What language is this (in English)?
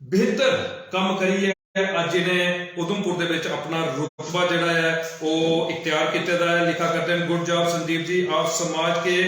Dogri